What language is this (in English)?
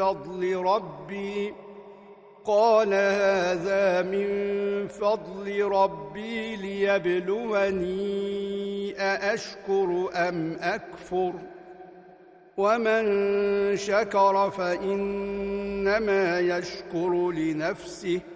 Arabic